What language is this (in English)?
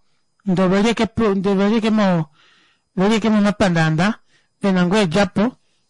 Kuanyama